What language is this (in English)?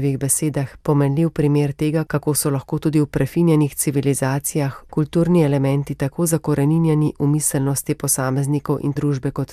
Slovenian